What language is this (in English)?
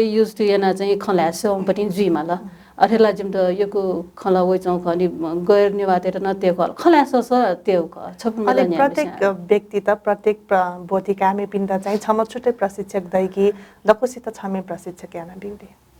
Newari